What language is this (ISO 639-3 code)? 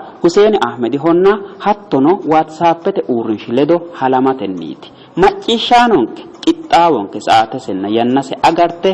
sid